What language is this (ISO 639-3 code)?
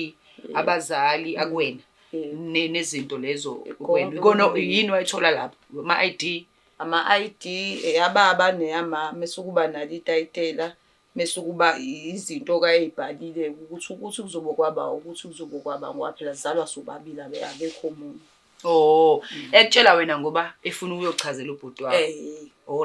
zul